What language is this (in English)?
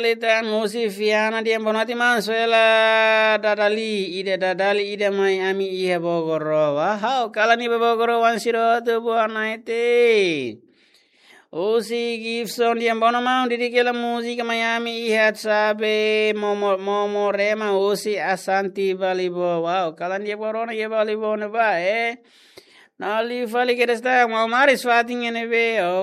Tetum